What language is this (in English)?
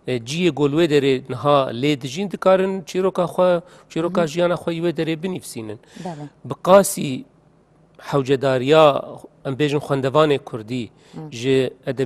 Kurdish